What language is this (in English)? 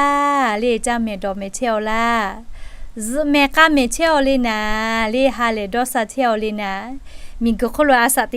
Lahu